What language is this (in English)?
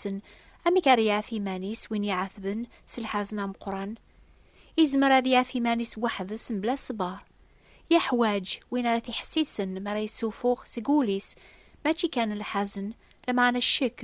Kabyle